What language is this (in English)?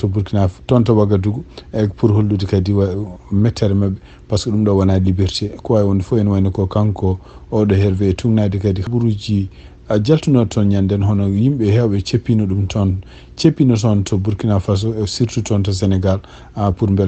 Fula